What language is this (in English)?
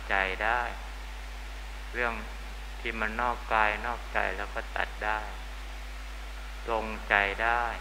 Thai